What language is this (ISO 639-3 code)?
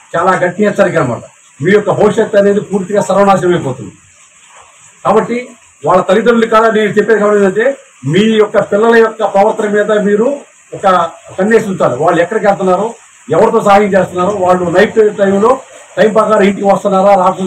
tel